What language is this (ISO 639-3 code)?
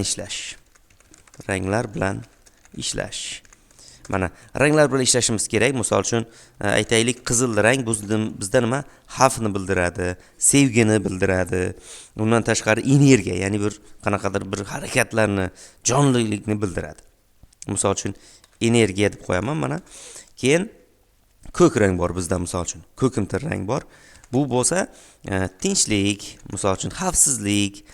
uzb